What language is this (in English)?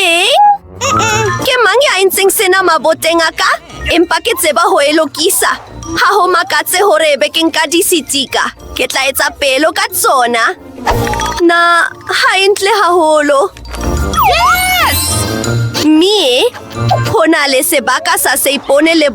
Southern Sotho